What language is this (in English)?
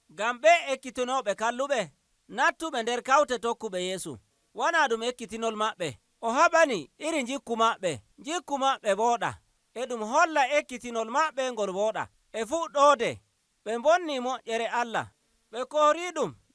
Nigerian Fulfulde